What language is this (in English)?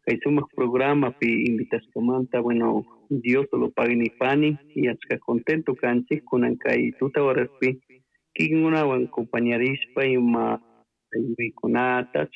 Chimborazo Highland Quichua